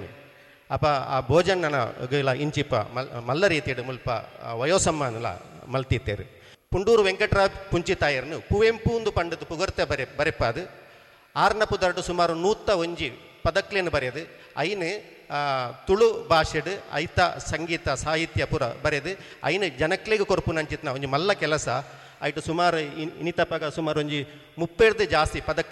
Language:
Tulu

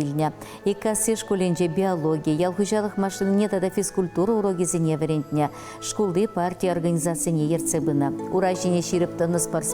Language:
Chuvash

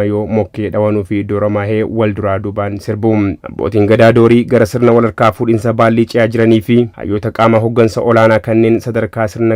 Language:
Oromo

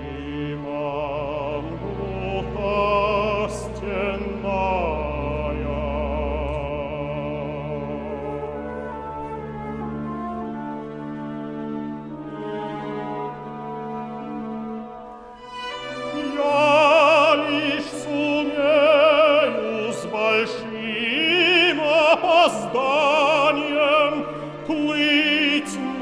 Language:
Russian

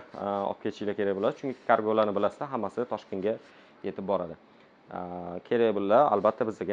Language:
Uzbek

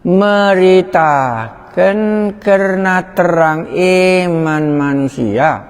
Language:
Batak Karo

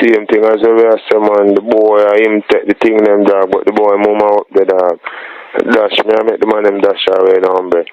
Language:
Jamaican Creole English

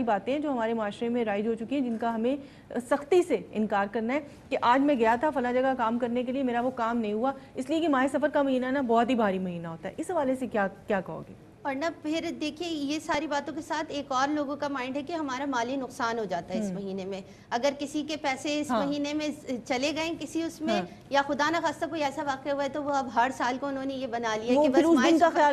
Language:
Urdu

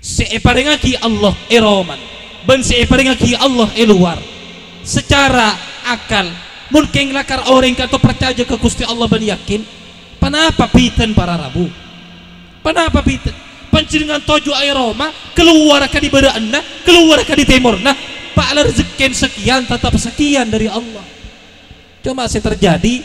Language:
Madurese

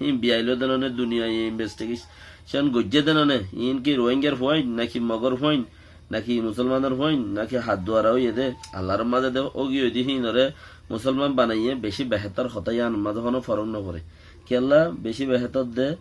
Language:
Rohingya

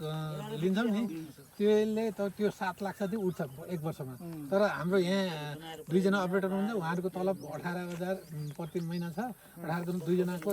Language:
Nepali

